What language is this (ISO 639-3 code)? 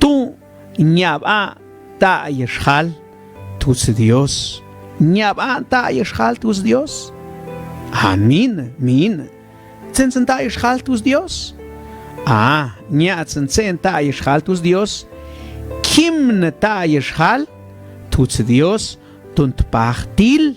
mam